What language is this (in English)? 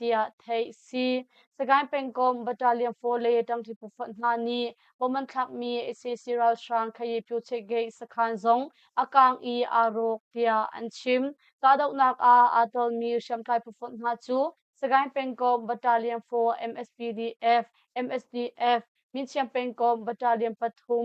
Hakha Chin